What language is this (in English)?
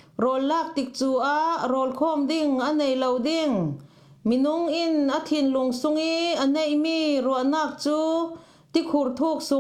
Falam Chin